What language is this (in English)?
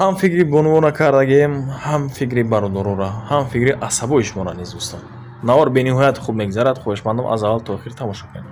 Tajik